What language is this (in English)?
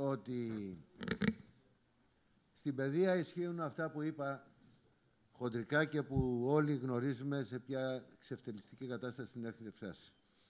Greek